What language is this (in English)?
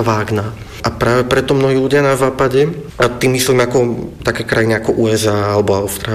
Slovak